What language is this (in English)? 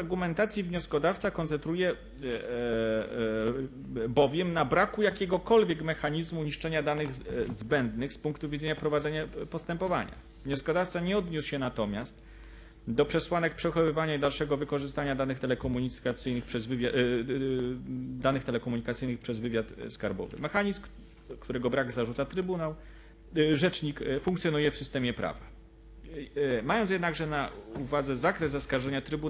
Polish